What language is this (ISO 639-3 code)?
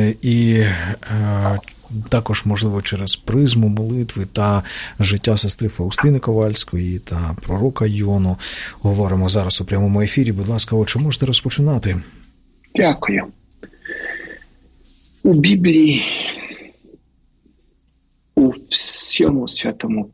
ukr